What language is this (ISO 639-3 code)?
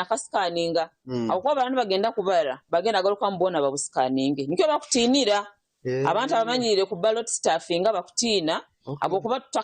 nyn